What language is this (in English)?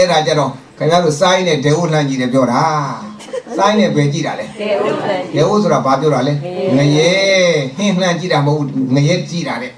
Burmese